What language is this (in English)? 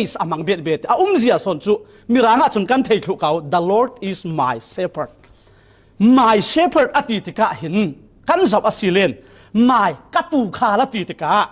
Falam Chin